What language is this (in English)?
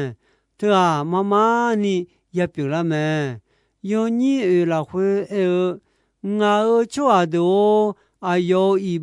Akha